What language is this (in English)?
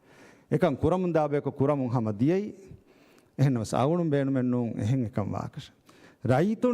Divehi